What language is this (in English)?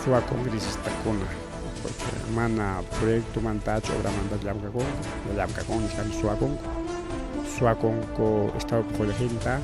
Ayacucho Quechua